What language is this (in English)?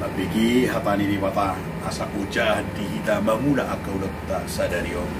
Batak Toba